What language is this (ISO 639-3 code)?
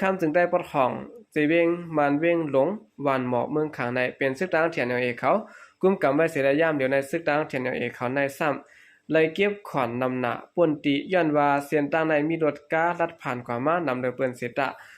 shn